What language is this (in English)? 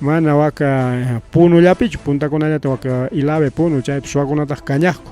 Ayacucho Quechua